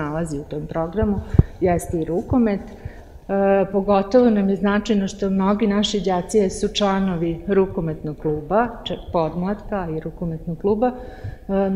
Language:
Serbian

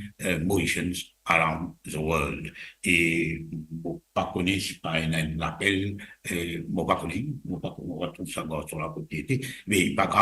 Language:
Morisyen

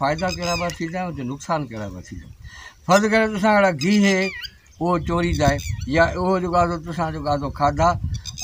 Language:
Sindhi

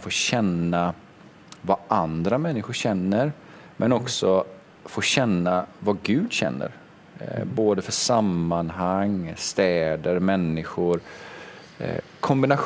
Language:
Swedish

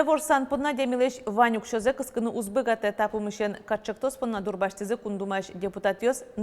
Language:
Udmurt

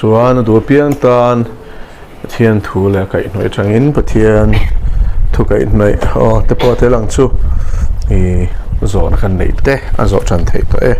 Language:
Mizo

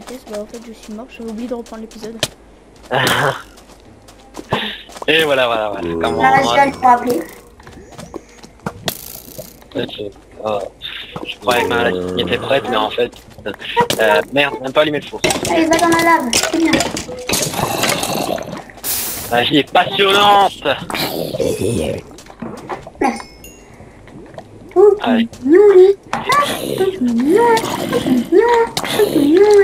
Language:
French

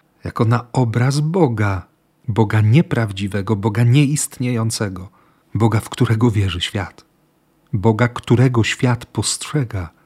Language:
Polish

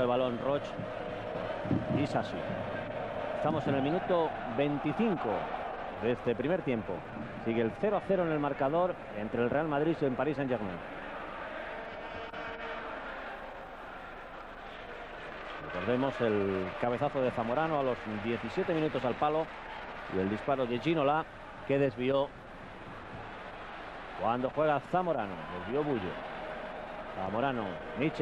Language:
Spanish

